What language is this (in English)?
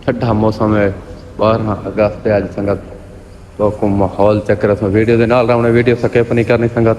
Saraiki